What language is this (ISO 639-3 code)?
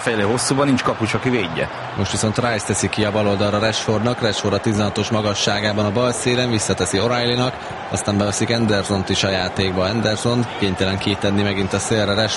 hun